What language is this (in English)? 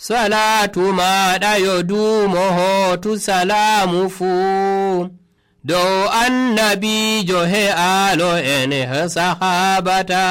Nigerian Fulfulde